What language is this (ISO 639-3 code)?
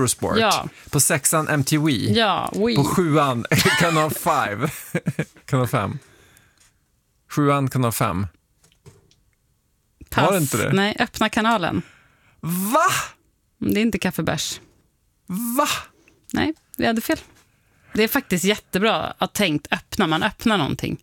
swe